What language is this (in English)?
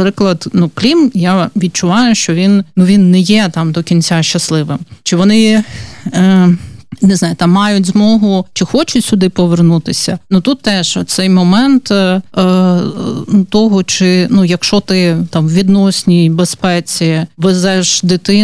Ukrainian